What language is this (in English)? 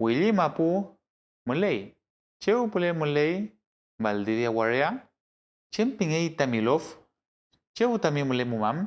Mapuche